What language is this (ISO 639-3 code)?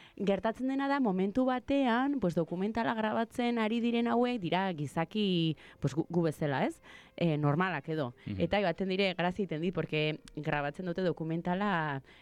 eus